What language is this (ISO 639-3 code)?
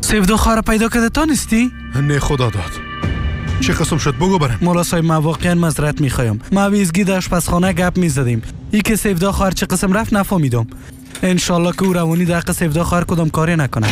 fas